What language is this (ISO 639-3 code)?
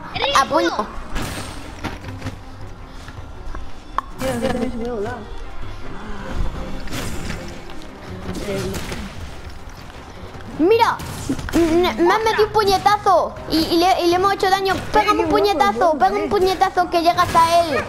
spa